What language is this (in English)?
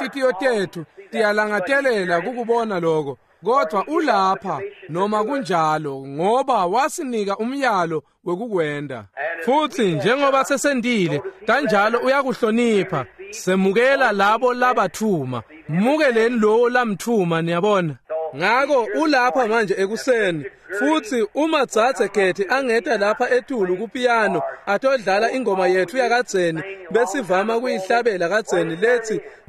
Swati